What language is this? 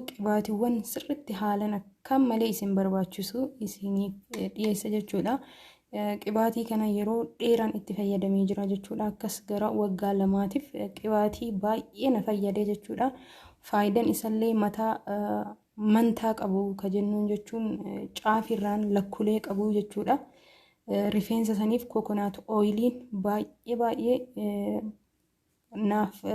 Oromo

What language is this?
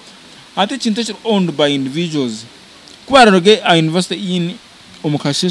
Nyankole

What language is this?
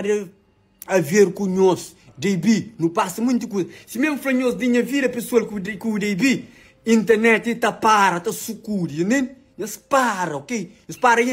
Kabuverdianu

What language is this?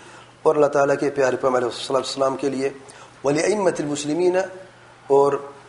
Urdu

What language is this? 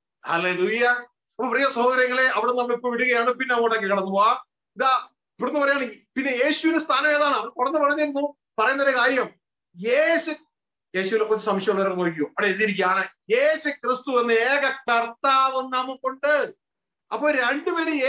Malayalam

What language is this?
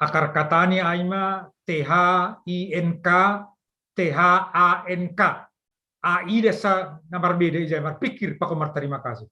Batak Simalungun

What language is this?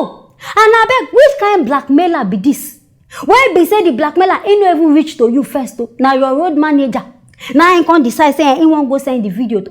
Nigerian Pidgin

